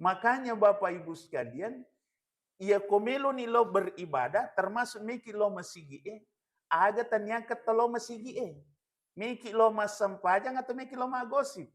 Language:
Buginese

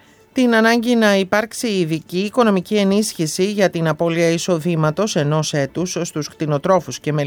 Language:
Greek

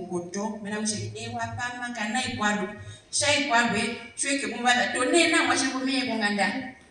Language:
Herero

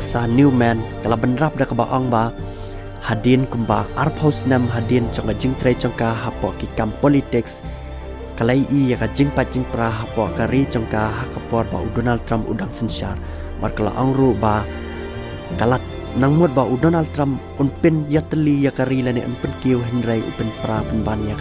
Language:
Khasi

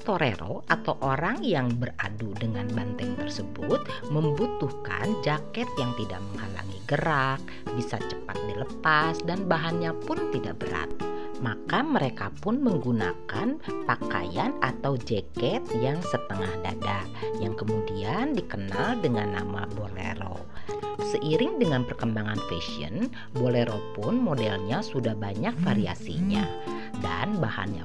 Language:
Indonesian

